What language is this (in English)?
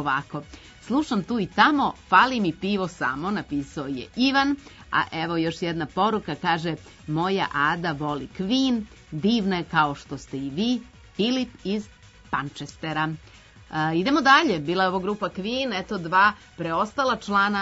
Serbian